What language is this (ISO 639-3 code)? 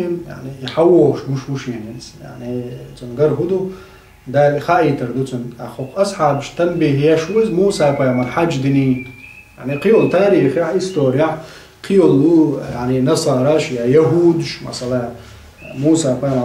che